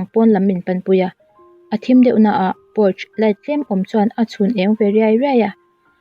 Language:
Mizo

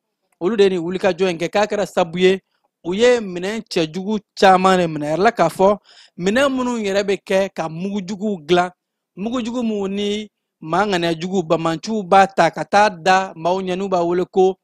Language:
Bambara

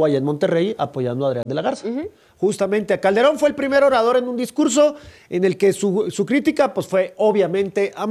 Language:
Spanish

